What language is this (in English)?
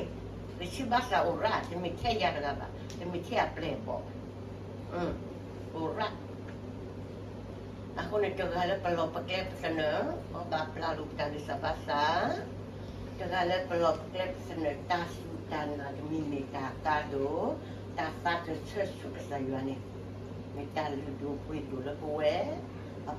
S'gaw Karen